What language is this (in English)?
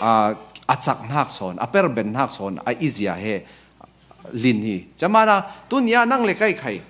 Falam Chin